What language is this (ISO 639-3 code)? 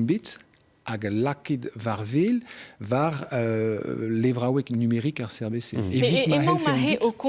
bre